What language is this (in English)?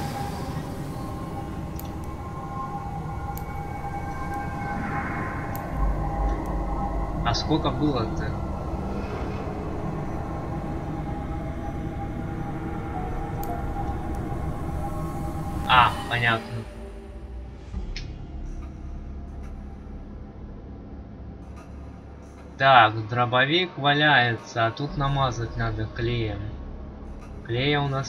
Russian